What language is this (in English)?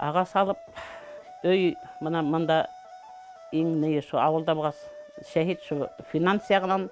Bashkir